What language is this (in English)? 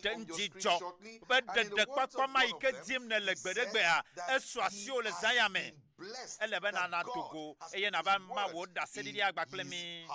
Ewe